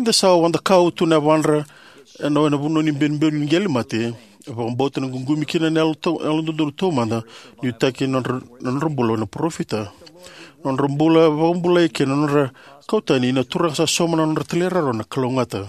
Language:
Fijian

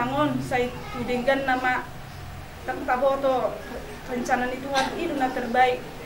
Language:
Batak Toba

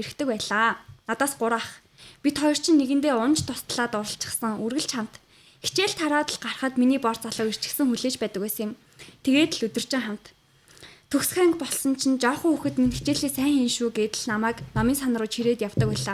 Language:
Mongolian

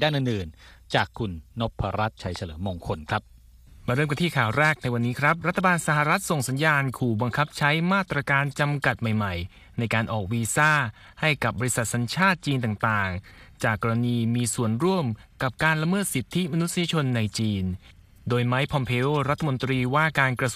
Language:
Thai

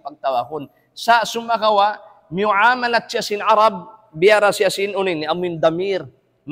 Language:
Tausug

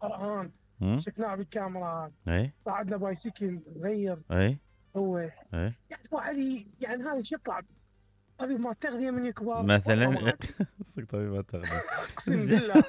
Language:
Mesopotamian Arabic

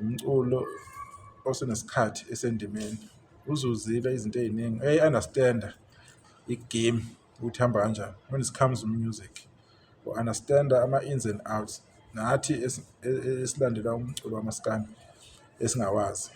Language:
Zulu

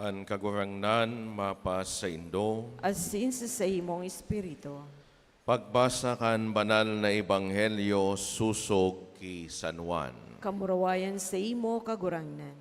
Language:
Bikol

